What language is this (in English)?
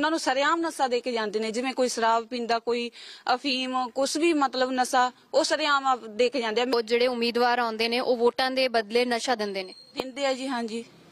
Punjabi